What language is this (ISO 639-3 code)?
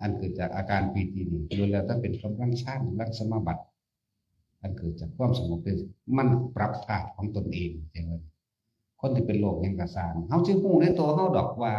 tts